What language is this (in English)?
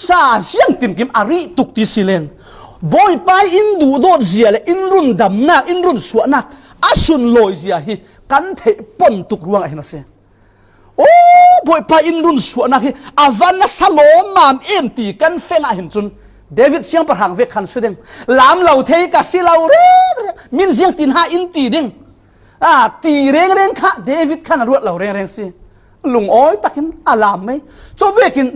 Falam Chin